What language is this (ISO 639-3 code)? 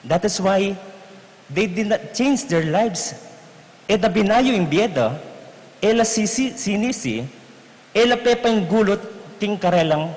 pam